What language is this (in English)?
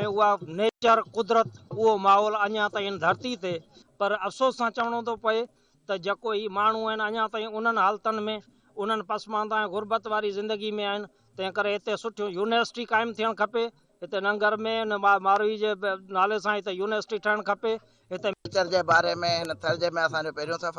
Sindhi